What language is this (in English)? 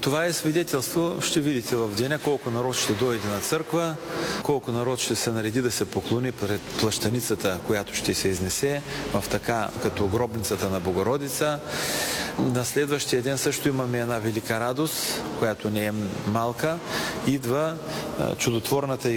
Bulgarian